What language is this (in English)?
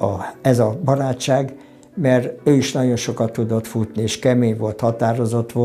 Hungarian